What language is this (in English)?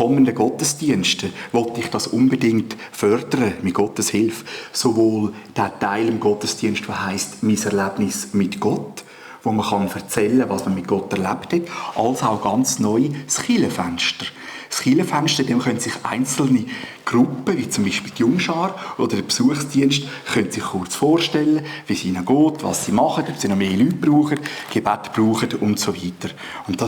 Swiss German